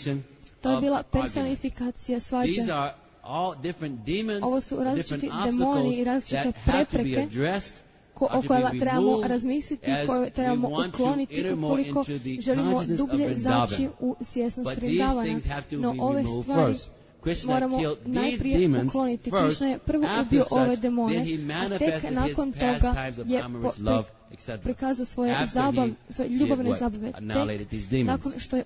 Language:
Croatian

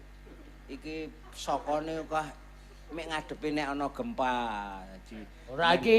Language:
Javanese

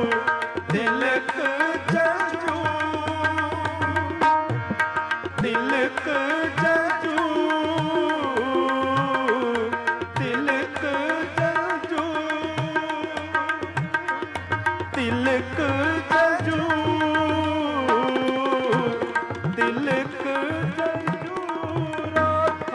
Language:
Punjabi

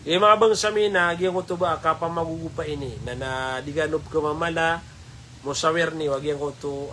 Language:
Maranao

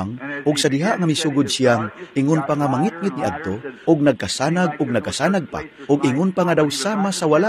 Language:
Cebuano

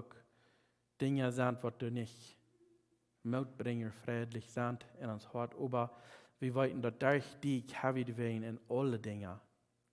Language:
Plautdietsch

